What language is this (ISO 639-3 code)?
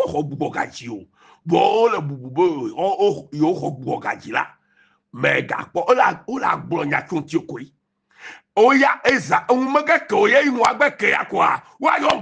ewe